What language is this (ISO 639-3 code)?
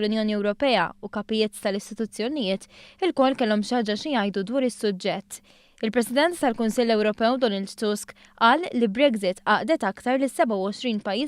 mlt